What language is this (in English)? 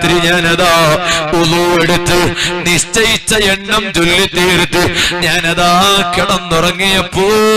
Malayalam